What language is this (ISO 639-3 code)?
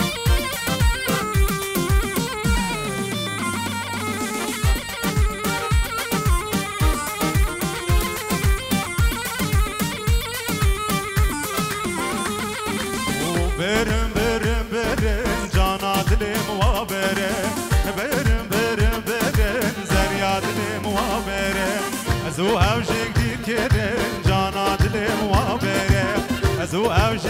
fas